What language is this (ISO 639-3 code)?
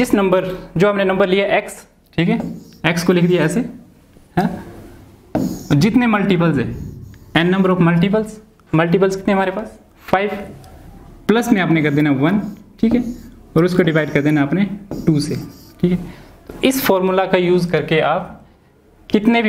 hin